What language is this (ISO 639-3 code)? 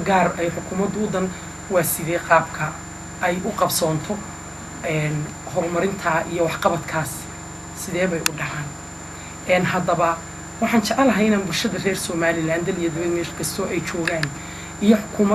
som